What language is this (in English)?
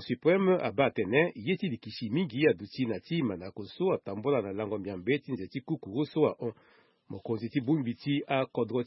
Sango